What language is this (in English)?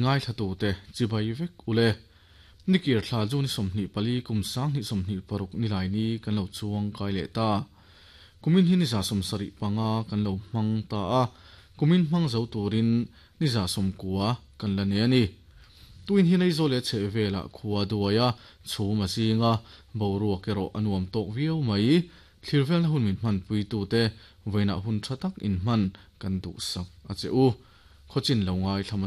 Mizo